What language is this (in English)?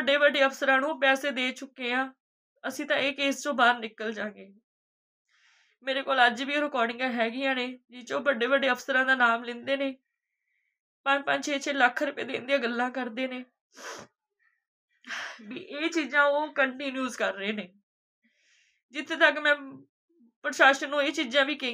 Punjabi